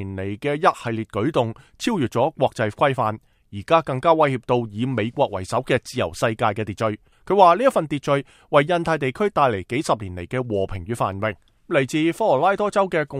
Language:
Cantonese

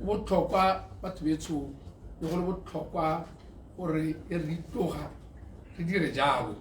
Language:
Tswana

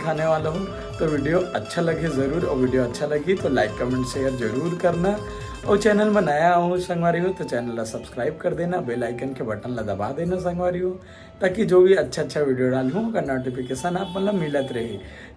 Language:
Chhattisgarhi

